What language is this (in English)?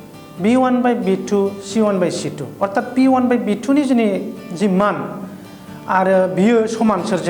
Bodo